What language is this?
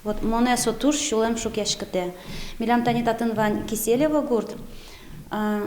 Udmurt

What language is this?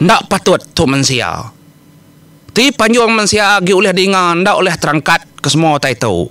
Iban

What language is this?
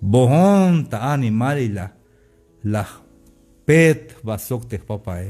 Tzeltal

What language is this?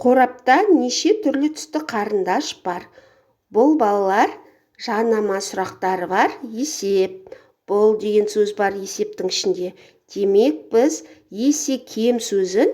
Kazakh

